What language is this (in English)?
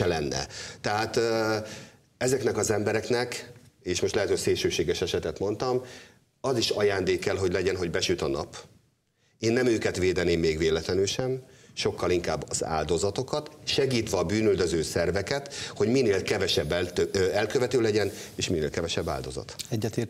Hungarian